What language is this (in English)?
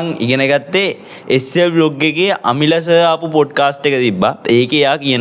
Sinhala